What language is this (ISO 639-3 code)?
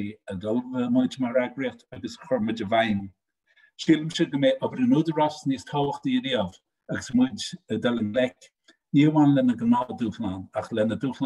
gle